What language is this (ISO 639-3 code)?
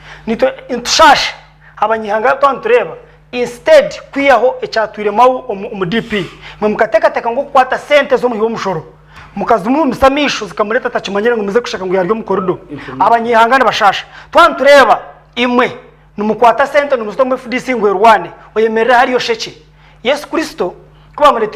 nyn